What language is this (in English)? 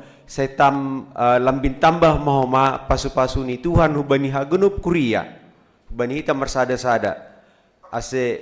Batak Simalungun